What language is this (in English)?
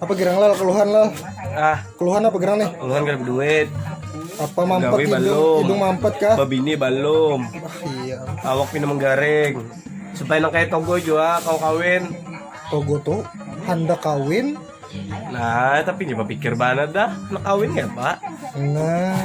Banjar